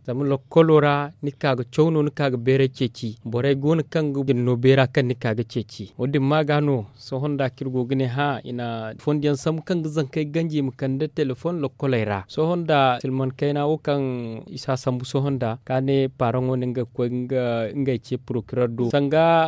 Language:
Zarma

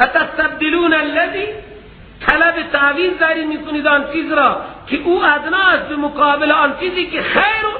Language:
Persian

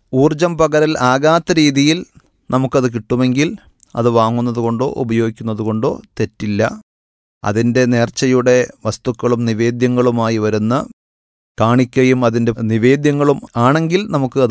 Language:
Malayalam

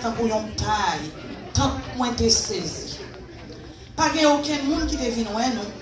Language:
Haitian Creole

